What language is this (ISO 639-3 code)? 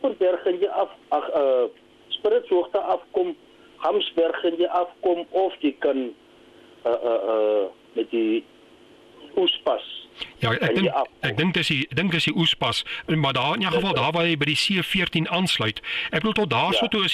afr